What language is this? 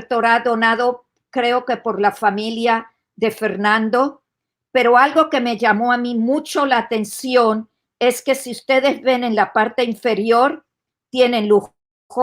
Ladino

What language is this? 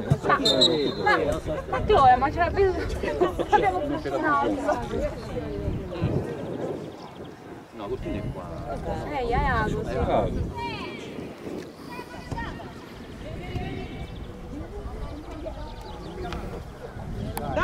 Italian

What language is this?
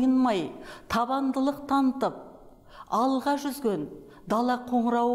Kazakh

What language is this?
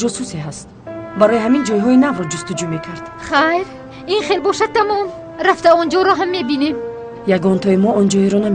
Tajik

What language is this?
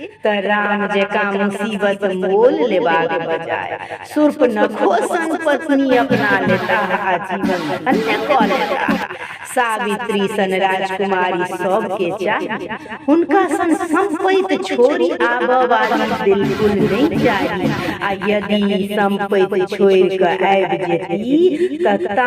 Maithili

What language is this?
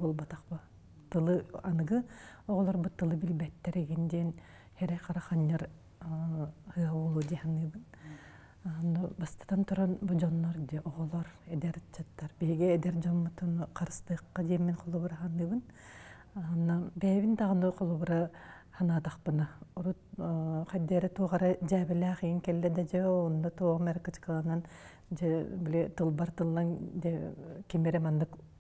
Yakut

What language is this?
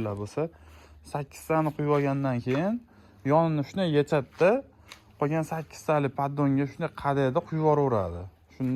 Uzbek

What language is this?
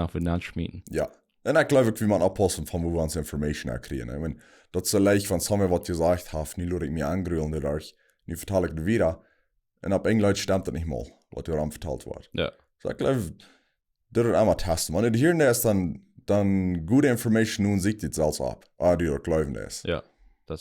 Plautdietsch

